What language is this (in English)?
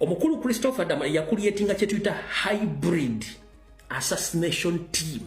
Ganda